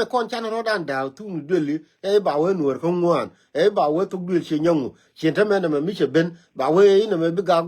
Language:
Nuer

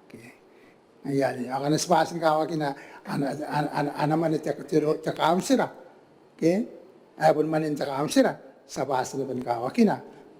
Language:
Gilbertese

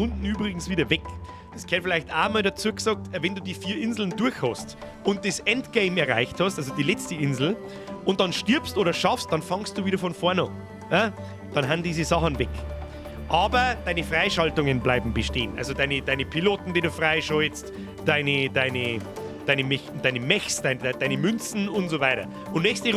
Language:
Bavarian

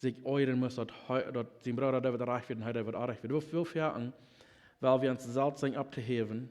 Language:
Plautdietsch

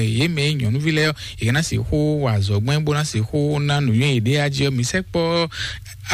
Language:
Fon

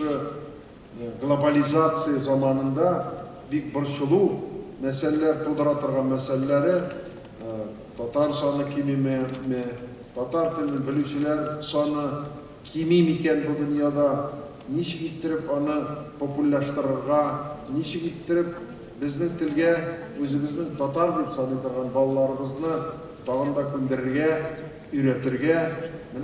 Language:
Tatar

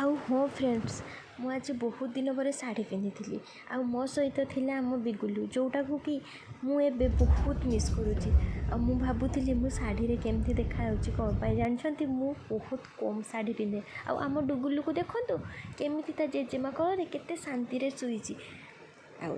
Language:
Odia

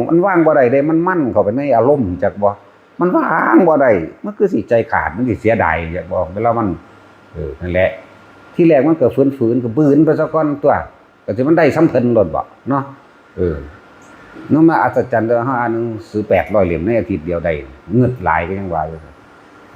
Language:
Northeastern Thai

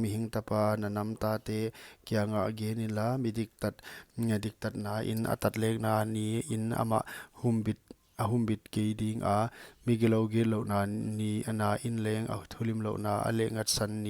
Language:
Paite Chin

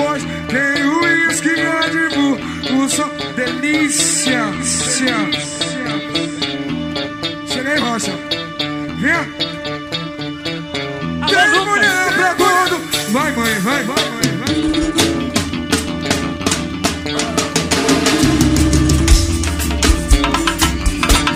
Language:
Portuguese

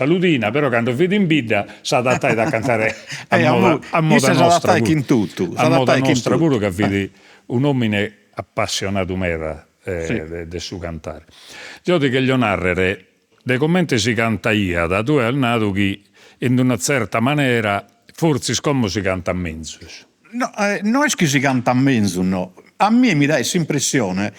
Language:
Sardinian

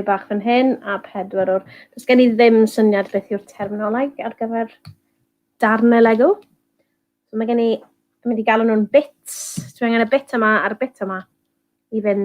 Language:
Welsh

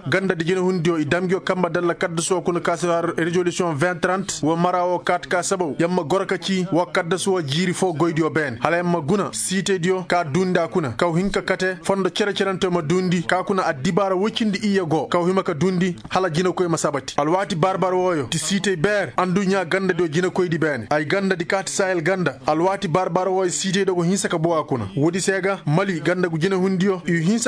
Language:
Koyraboro Senni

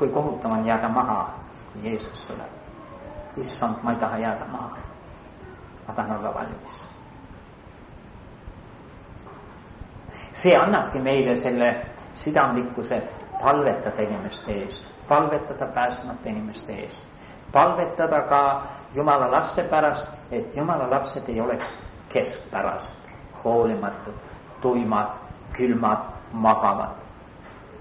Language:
Estonian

